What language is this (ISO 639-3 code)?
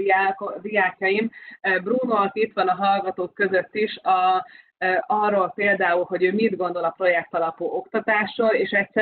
hun